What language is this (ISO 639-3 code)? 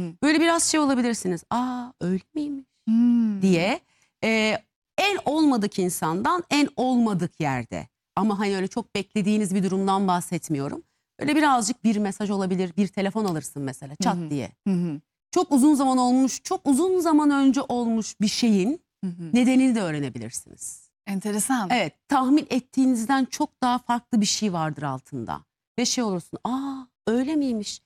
tur